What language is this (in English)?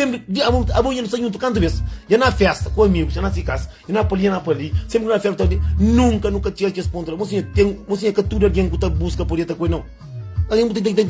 Kabuverdianu